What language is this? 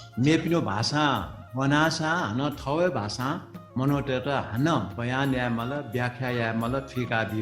Newari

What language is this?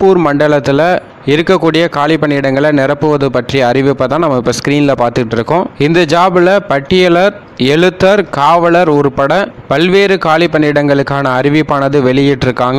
Tamil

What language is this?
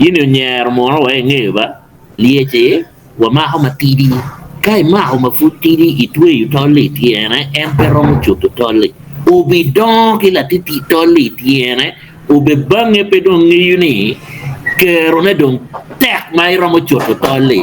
Acoli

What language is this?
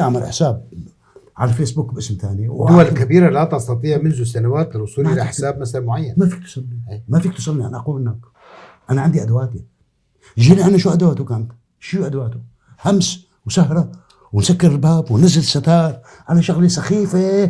North Levantine Arabic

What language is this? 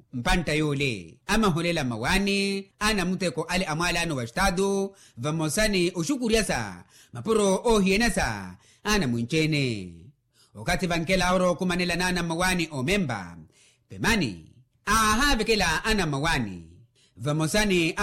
Makhuwa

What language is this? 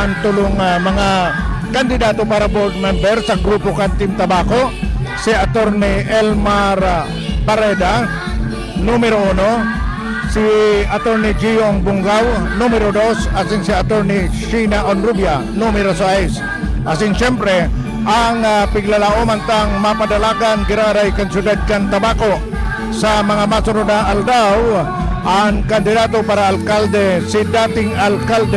Bikol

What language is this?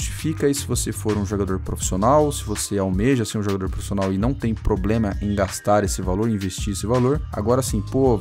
Portuguese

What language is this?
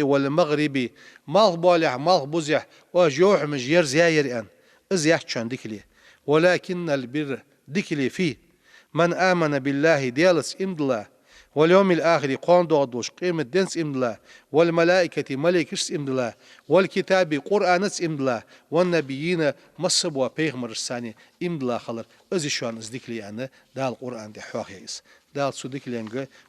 Ingush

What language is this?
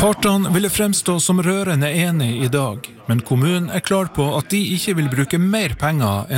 Norwegian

